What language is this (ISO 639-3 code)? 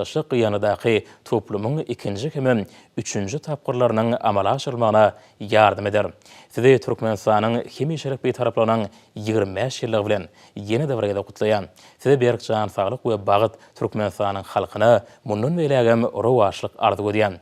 tuk